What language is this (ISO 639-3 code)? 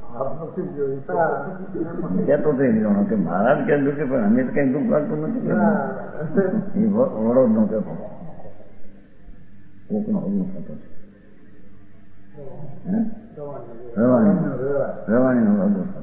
guj